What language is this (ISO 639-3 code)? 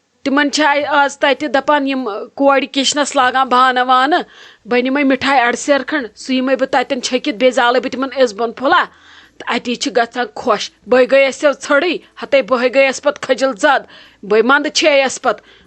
kas